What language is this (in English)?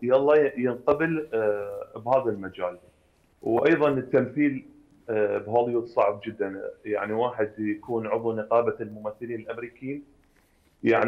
Mesopotamian Arabic